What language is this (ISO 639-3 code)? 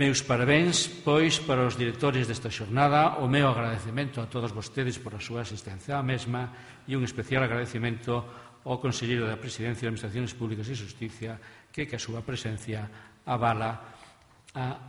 glg